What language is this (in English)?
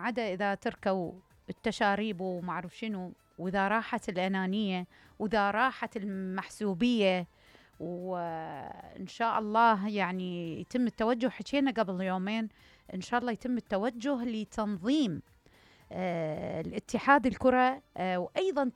Mesopotamian Arabic